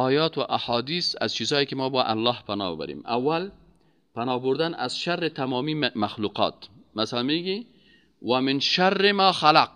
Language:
Persian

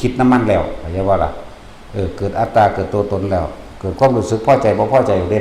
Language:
Northeastern Thai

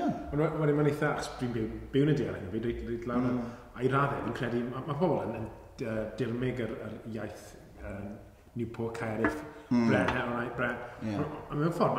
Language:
Welsh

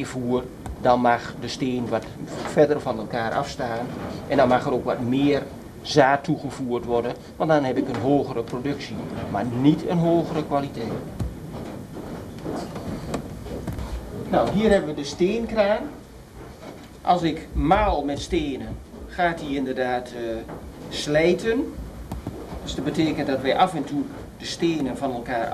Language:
Dutch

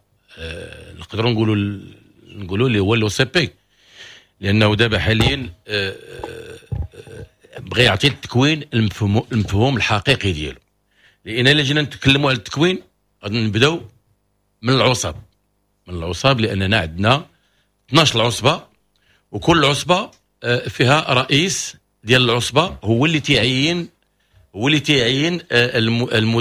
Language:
Moroccan Arabic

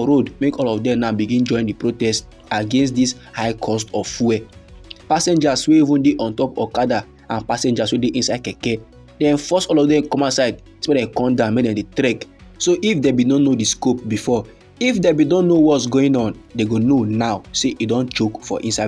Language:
Nigerian Pidgin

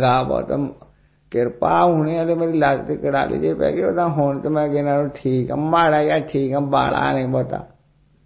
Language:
Punjabi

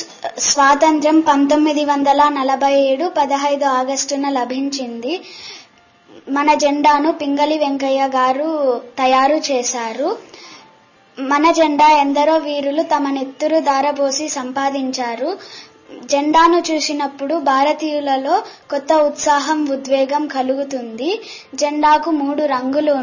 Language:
Telugu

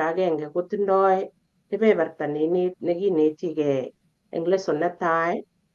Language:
Kalenjin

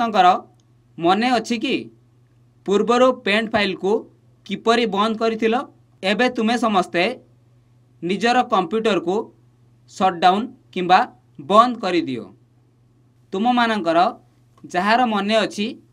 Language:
Odia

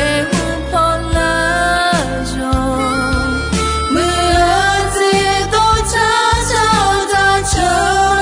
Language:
Akha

